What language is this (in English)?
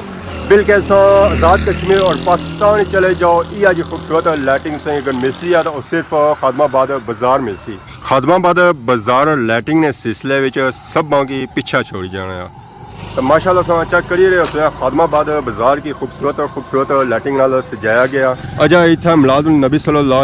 Pahari-Potwari